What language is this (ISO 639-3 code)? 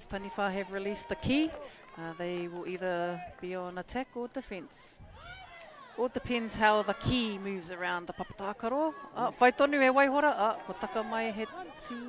mri